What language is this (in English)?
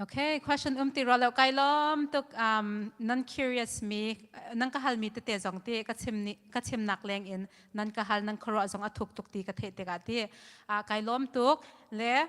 Hakha Chin